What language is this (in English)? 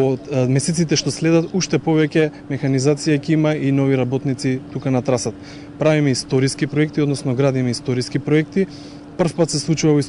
Macedonian